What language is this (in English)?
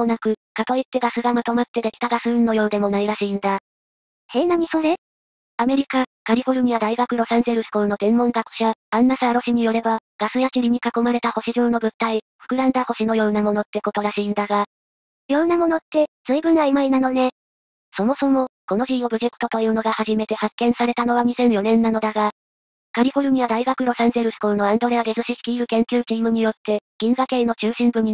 Japanese